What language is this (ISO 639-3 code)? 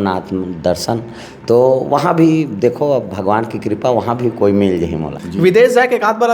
hne